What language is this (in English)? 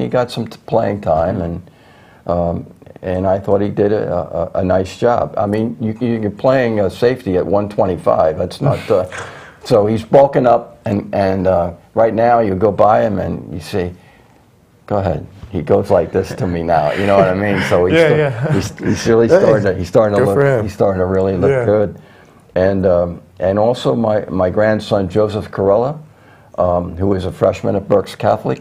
English